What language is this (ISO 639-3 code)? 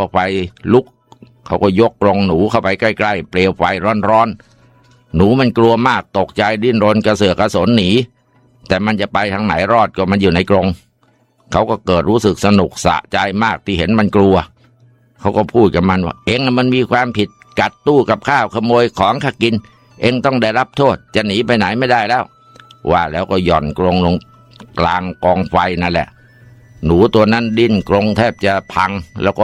tha